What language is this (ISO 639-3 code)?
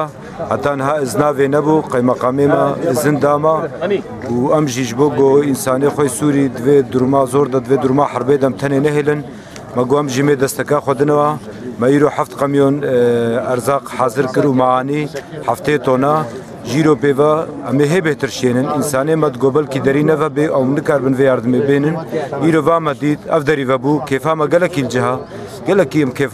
kur